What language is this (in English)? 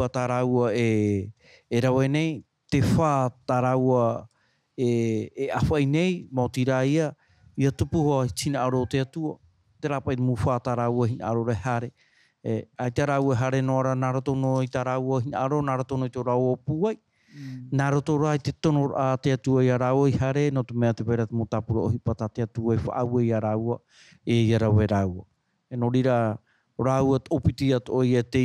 Tahitian